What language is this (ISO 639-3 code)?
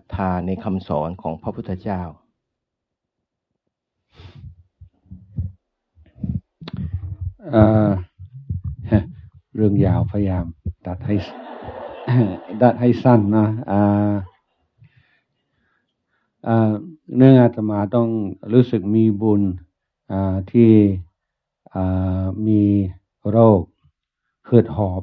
tha